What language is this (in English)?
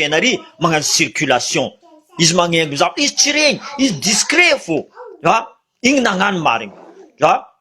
Malagasy